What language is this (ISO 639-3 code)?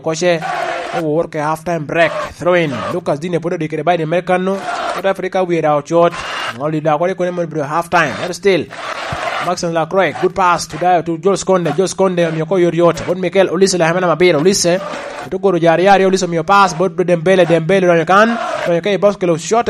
laj